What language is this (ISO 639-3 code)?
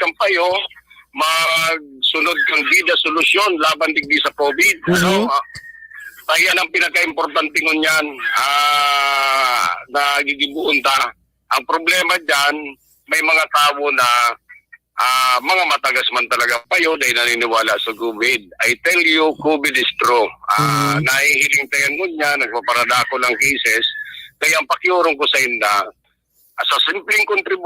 bik